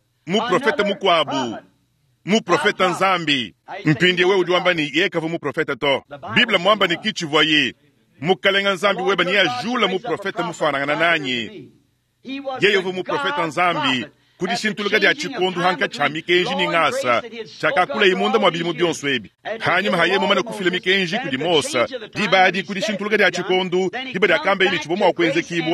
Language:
Luba-Lulua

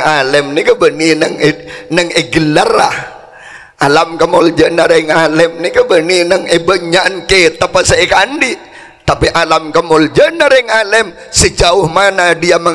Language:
Madurese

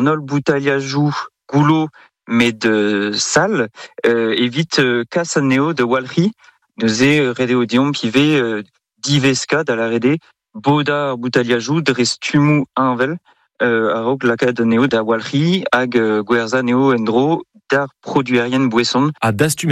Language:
Breton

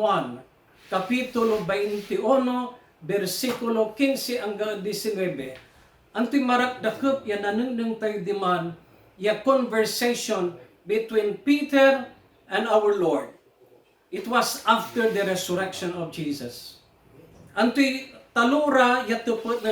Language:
Pangasinan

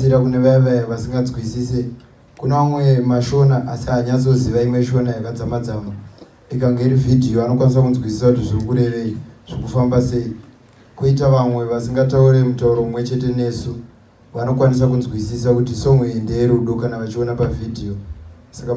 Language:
Shona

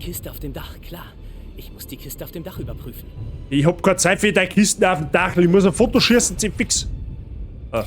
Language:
Bavarian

